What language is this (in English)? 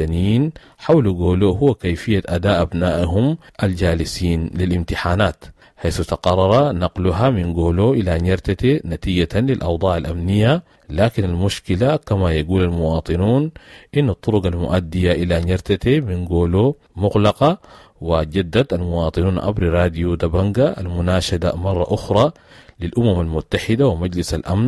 Sudanese Arabic